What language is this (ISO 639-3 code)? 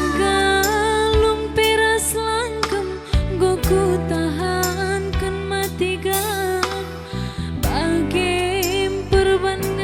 btx